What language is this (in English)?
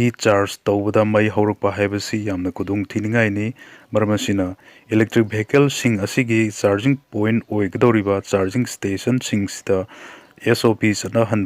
Manipuri